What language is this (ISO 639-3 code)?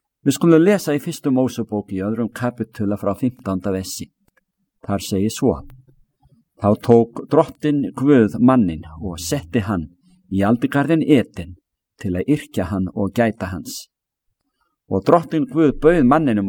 isl